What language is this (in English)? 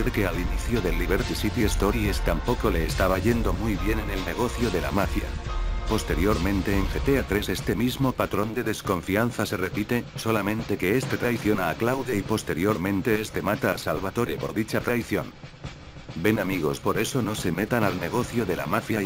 Spanish